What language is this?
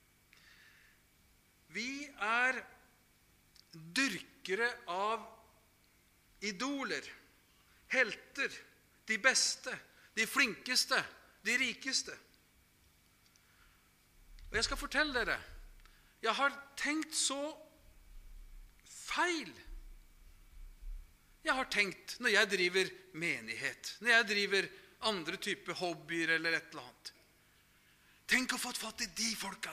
Norwegian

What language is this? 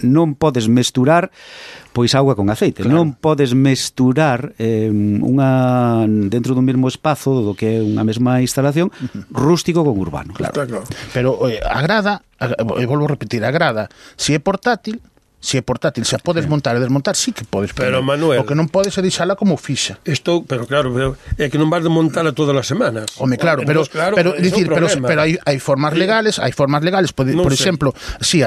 Galician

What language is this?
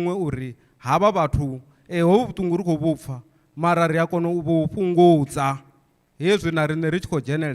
Venda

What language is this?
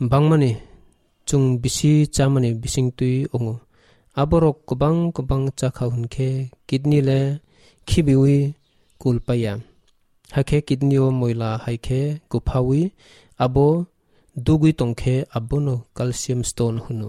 Kok Borok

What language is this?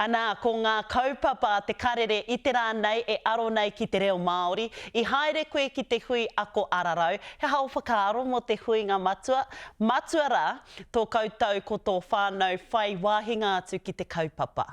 Māori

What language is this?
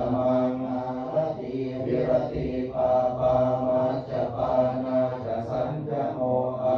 Pali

